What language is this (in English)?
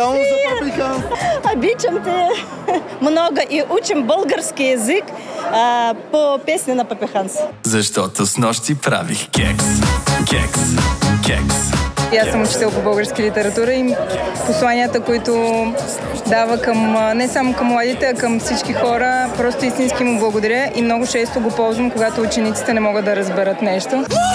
Bulgarian